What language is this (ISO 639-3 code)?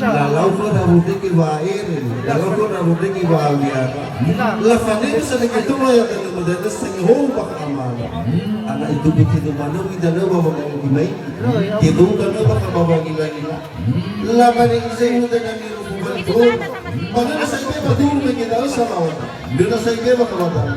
nia